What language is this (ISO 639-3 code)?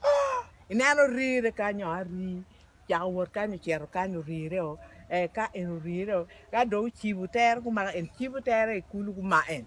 ach